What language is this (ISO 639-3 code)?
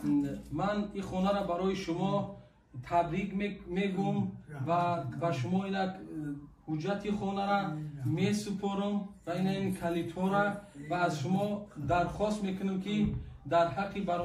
tgk